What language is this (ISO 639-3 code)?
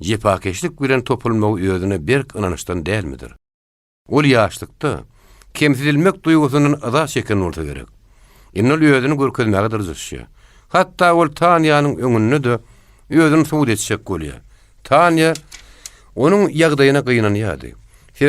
tuk